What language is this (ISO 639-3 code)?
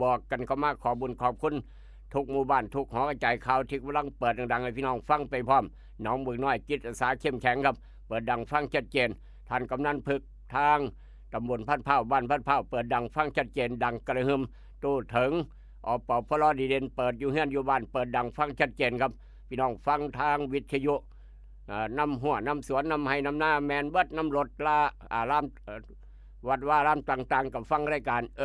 tts